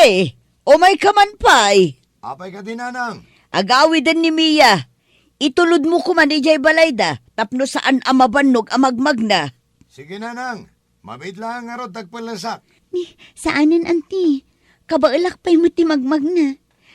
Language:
Iloko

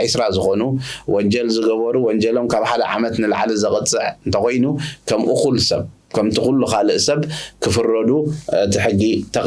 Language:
Tigrinya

